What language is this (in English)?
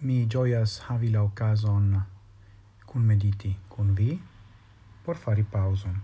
Esperanto